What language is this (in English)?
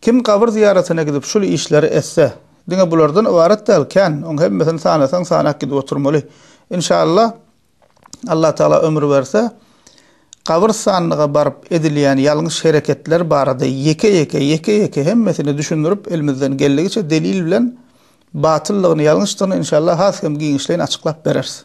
Turkmen